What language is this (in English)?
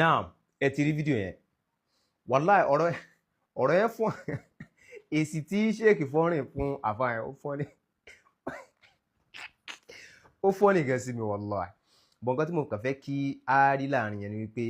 Yoruba